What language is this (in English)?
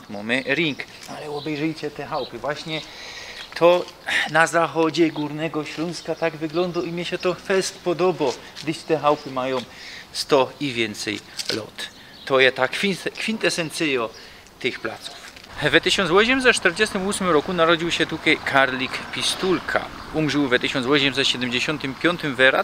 Silesian